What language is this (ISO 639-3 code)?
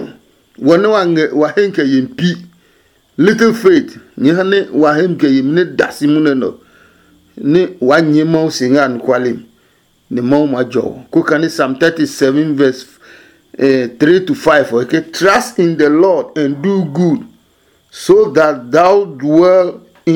ada